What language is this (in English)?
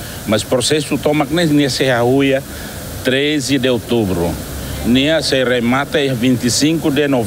Tetum